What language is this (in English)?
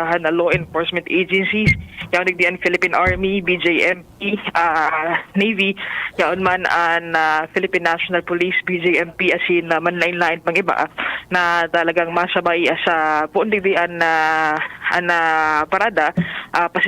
Bikol